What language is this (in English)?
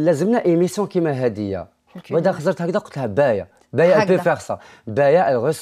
Algerian Arabic